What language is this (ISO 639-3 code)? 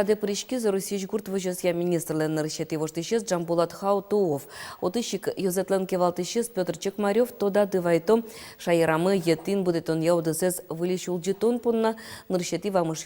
udm